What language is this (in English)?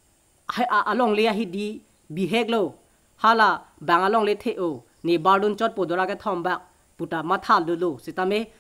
Karbi